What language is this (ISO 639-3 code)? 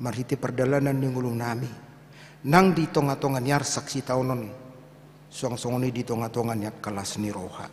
bbc